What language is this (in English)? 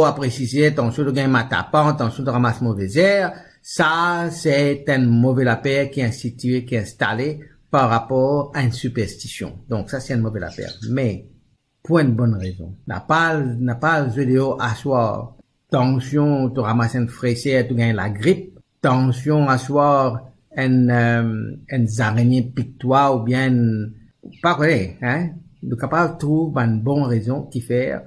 Morisyen